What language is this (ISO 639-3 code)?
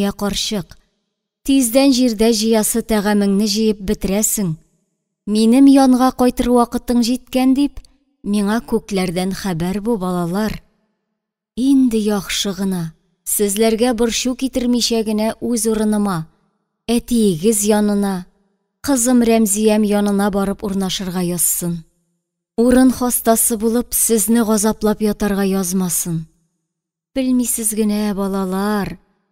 tat